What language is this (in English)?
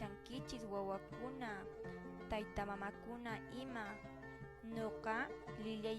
Quechua